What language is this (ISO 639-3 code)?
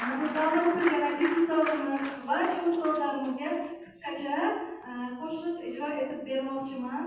uzb